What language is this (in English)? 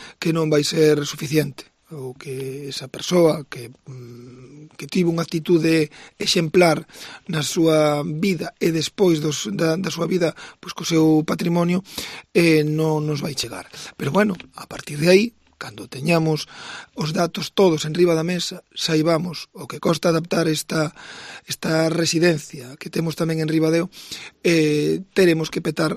Galician